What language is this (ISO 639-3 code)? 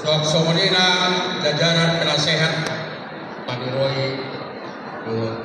bbc